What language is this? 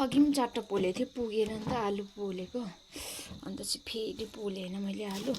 Nepali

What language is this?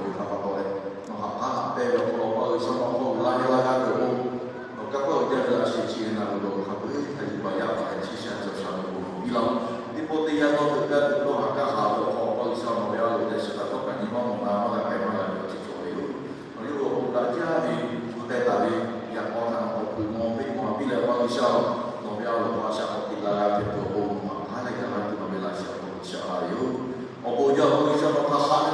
Lahu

